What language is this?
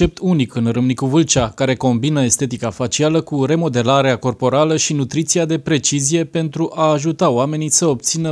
Romanian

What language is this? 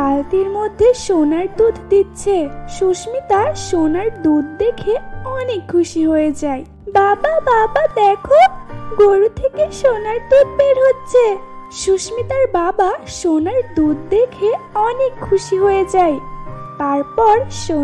Bangla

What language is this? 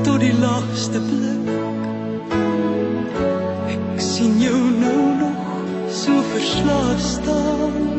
Afrikaans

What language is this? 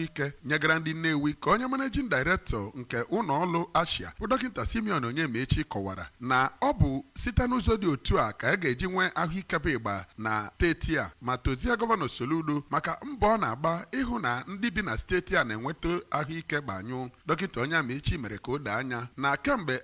Igbo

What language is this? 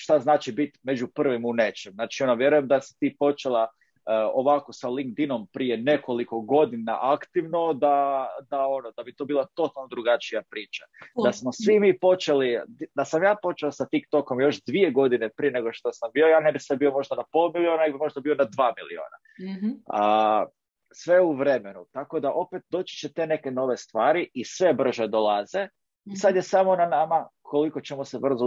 Croatian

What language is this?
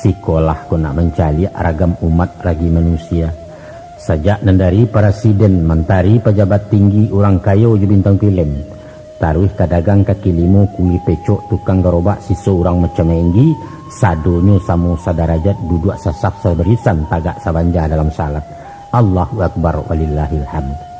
Minangkabau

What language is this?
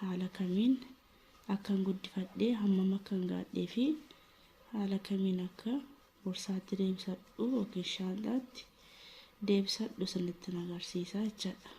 Oromo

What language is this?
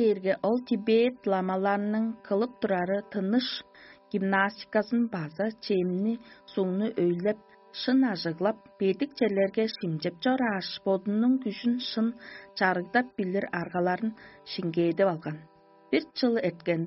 Tuvinian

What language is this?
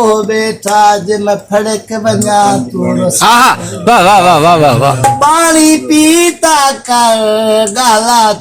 Saraiki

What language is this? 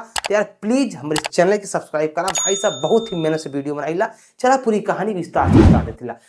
Bhojpuri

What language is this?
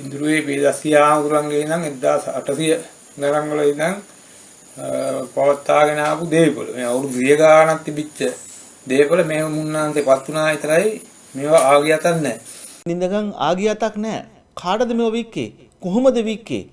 Sinhala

